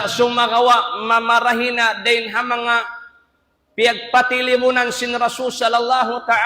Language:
Tausug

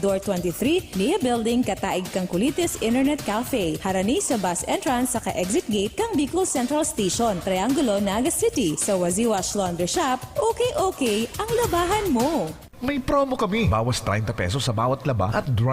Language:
Bikol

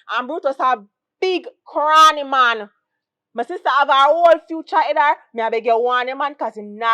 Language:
Jamaican Creole English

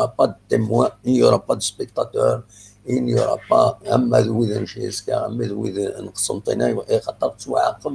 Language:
Kabyle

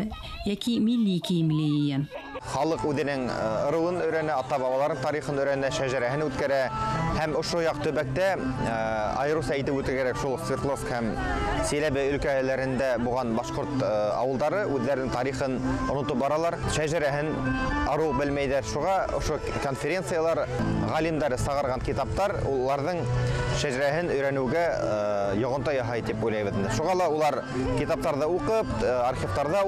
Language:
Bashkir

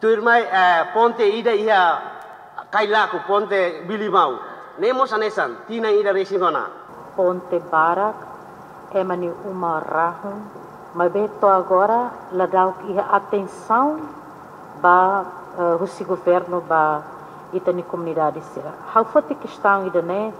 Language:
Tetum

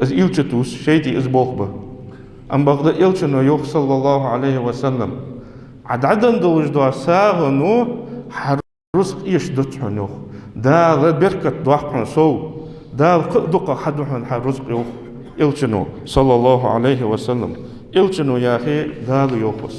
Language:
Ingush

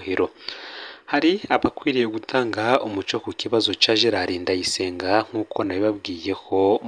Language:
Rundi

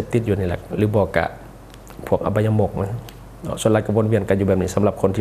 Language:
Lao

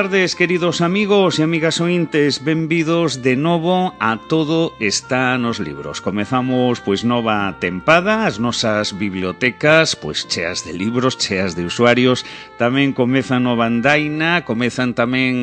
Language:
Galician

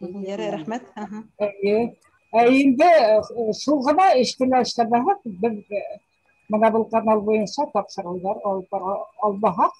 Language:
Bashkir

